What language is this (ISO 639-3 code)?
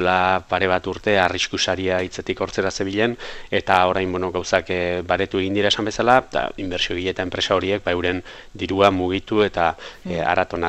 eus